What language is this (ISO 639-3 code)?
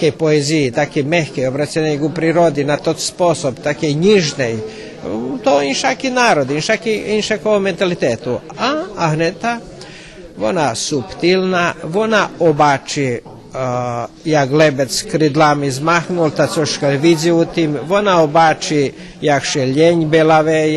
rue